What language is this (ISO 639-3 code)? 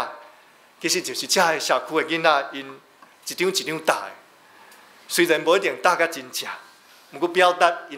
nan